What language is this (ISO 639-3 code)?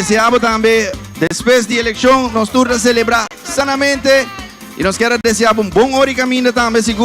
pap